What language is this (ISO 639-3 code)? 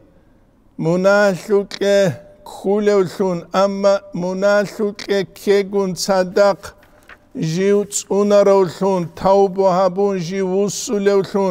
ava